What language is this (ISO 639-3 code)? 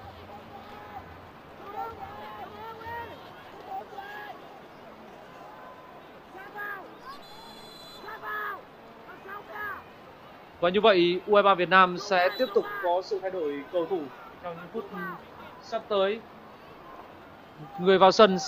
vie